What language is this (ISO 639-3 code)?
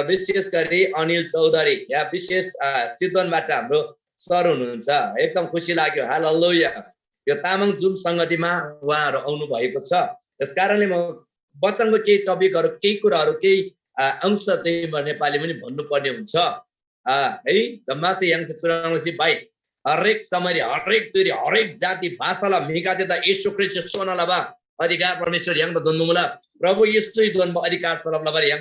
taj